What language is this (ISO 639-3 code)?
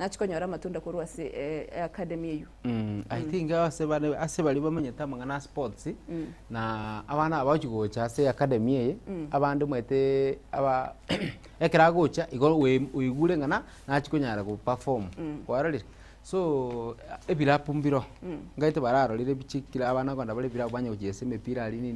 guz